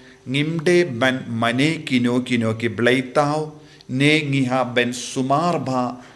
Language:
Khasi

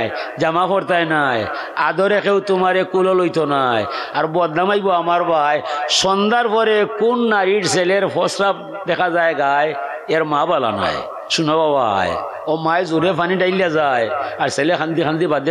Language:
Sylheti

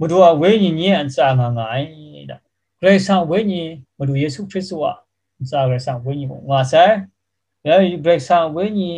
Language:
Kachin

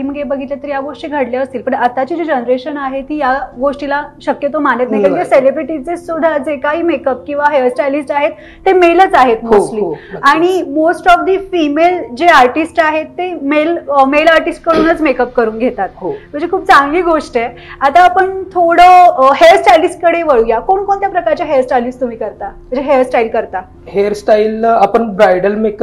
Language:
Marathi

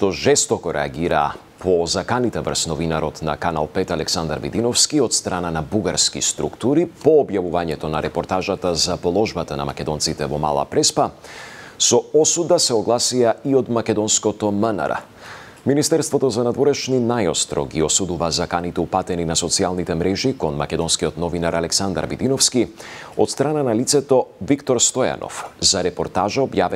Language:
Macedonian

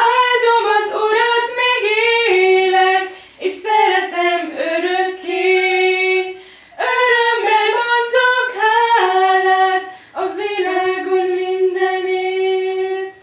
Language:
Hungarian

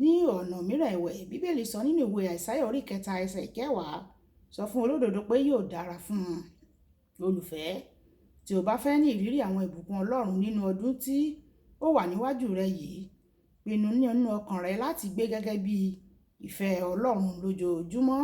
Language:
Yoruba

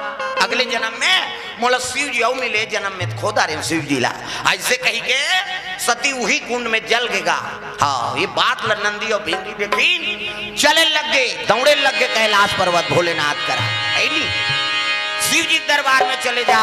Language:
Chhattisgarhi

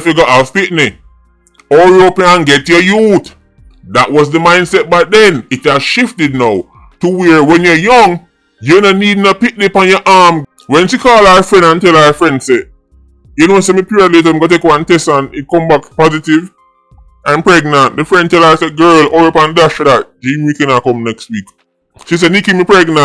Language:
Jamaican Creole English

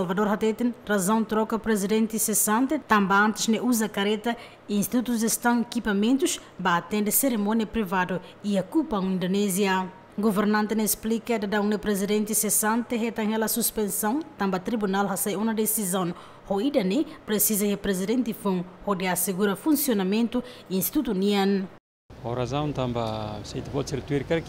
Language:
Tetum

